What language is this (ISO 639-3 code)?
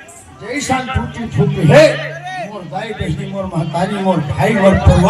hne